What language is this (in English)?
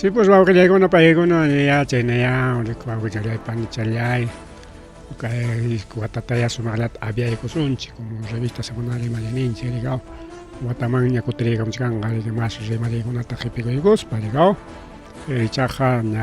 Ayacucho Quechua